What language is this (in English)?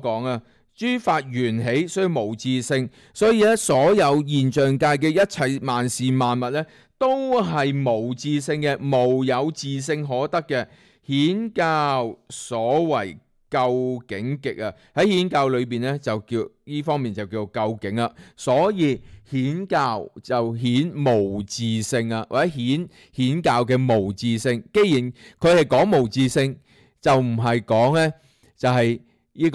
Cantonese